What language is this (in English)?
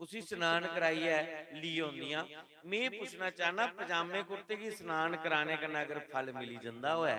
Dogri